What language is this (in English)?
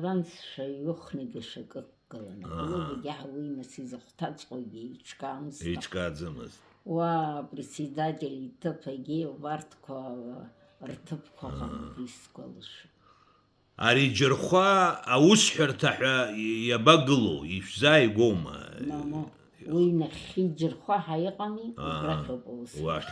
Abkhazian